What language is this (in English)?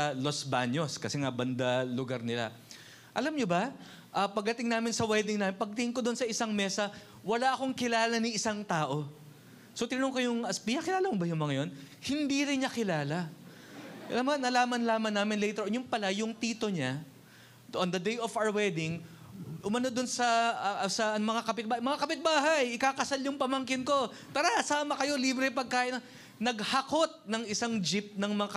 Filipino